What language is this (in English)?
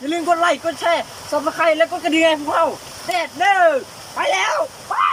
Lao